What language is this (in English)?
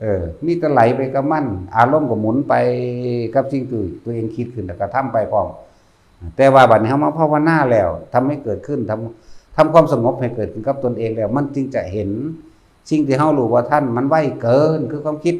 Northeastern Thai